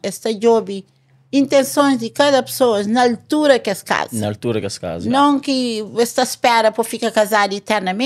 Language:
Kabuverdianu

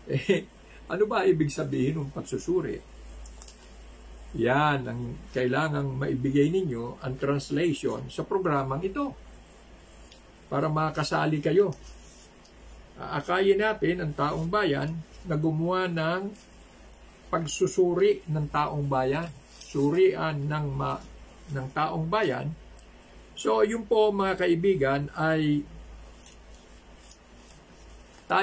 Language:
Filipino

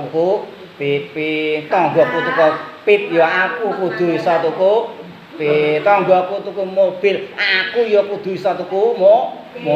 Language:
Javanese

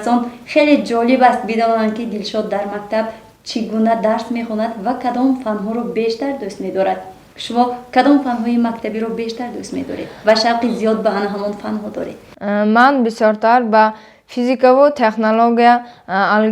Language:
Tajik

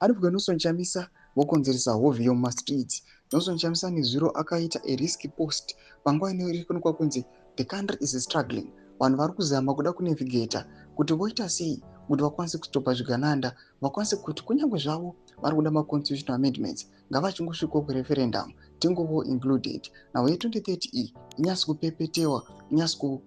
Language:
Shona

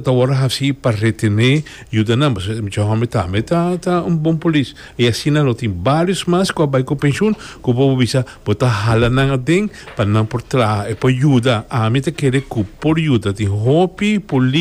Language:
Papiamento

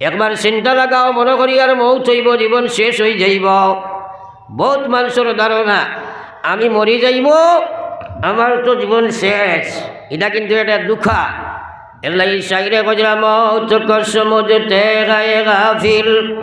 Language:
Sylheti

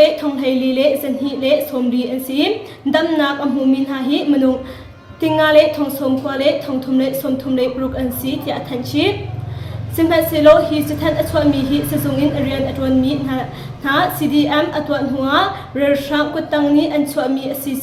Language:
Hakha Chin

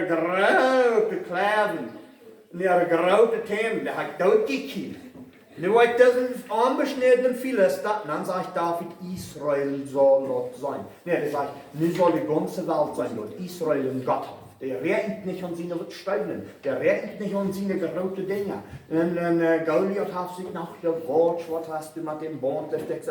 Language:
Plautdietsch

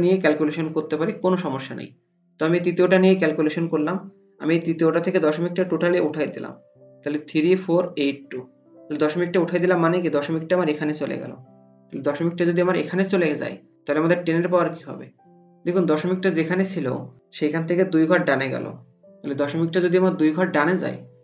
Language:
Bangla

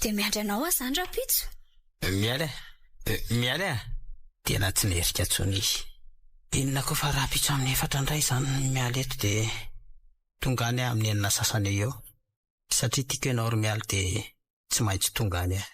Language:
Malagasy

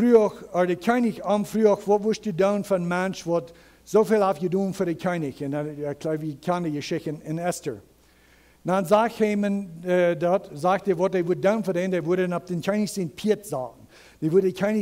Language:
Plautdietsch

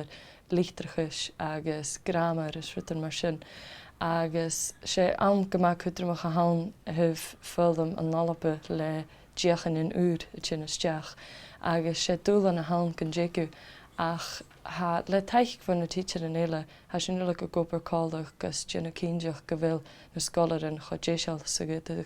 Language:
Scottish Gaelic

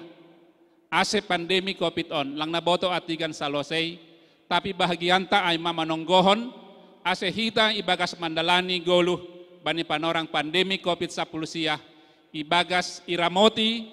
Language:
Batak Simalungun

